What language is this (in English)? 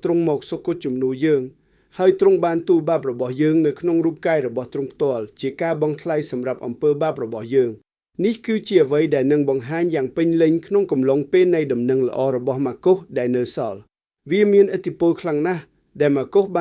Khmer